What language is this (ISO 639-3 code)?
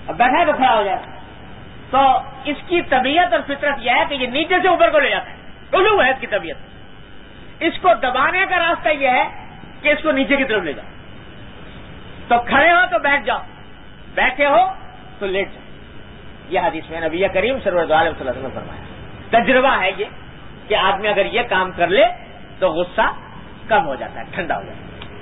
urd